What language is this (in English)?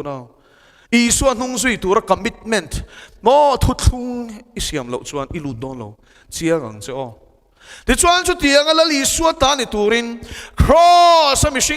Mizo